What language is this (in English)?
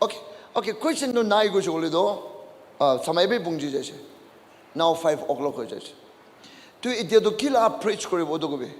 Naga Pidgin